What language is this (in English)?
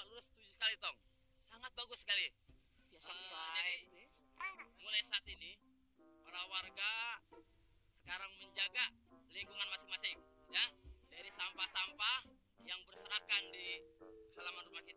Betawi